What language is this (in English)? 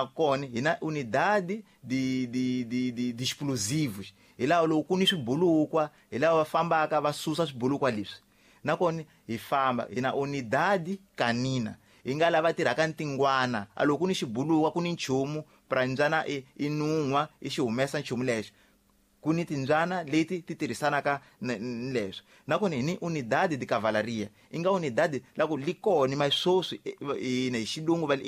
Tsonga